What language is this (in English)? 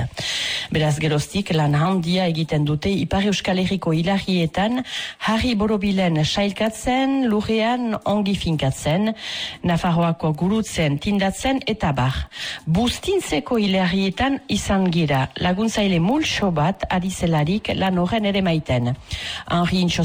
Basque